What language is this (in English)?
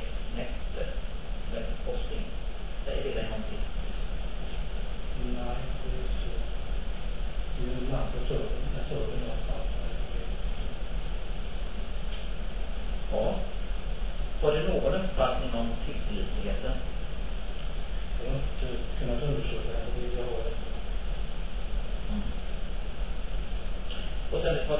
Swedish